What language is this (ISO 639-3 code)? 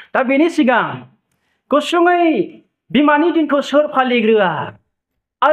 brx